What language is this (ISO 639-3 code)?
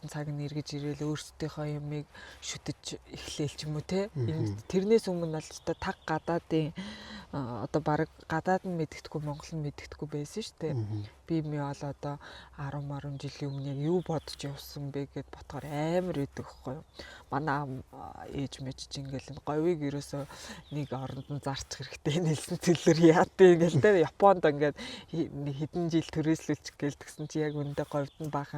mon